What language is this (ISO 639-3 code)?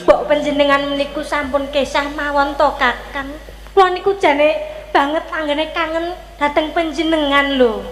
jav